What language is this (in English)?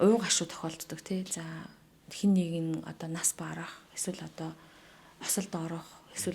Mongolian